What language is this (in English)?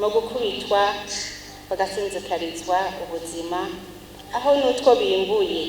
Rundi